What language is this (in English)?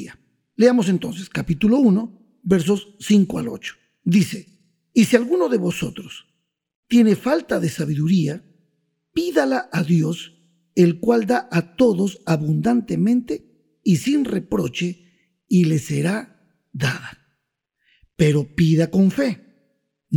Spanish